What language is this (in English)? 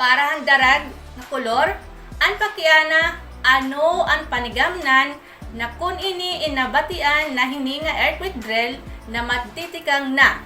Waray